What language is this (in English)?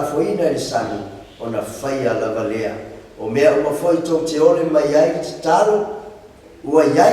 Samoan